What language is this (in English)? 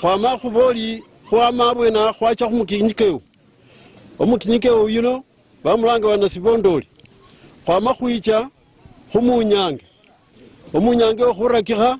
Luyia